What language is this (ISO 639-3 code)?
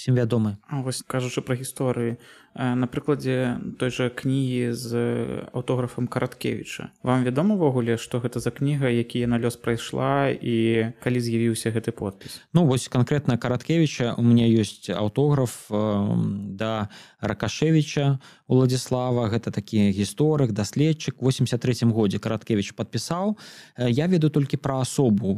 bel